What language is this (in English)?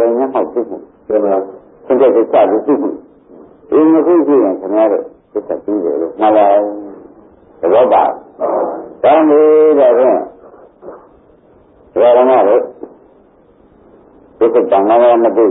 Burmese